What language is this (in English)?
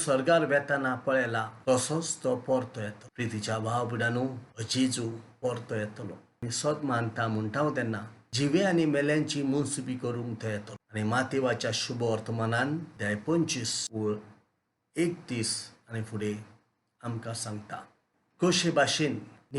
Konkani